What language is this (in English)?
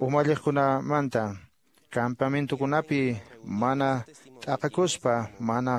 Quechua